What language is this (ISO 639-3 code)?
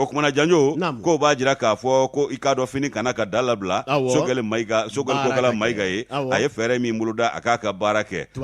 bam